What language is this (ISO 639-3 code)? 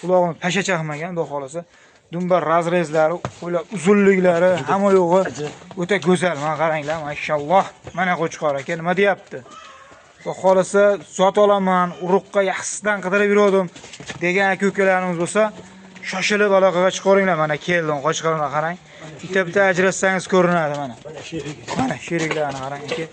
uzb